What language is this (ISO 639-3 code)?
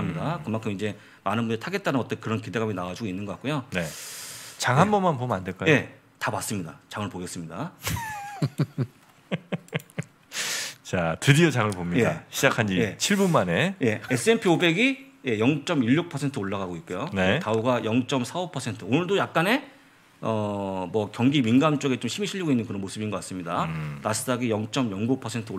kor